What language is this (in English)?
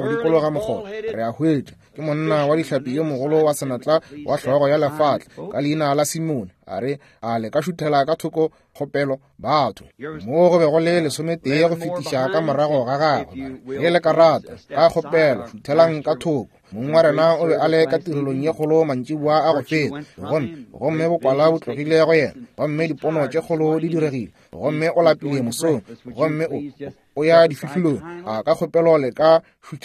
Northern Sotho